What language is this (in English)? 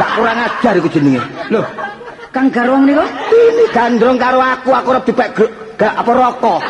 Javanese